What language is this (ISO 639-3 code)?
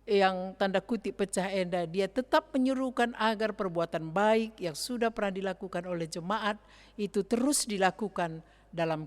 btx